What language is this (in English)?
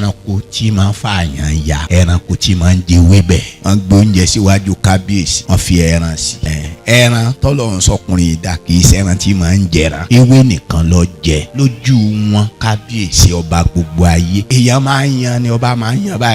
Yoruba